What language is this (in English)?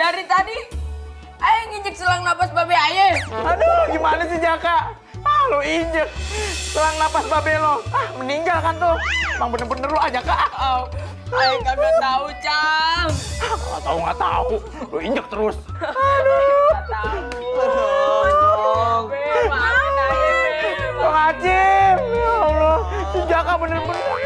Betawi